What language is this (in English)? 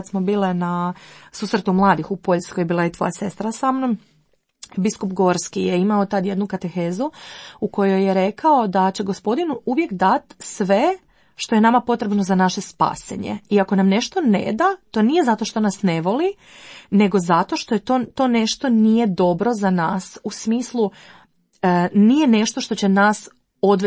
Croatian